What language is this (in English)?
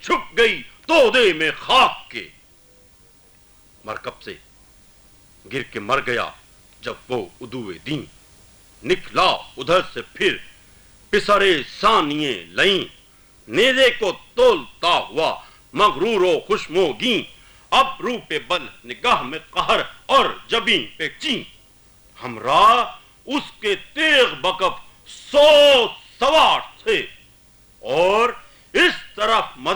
Urdu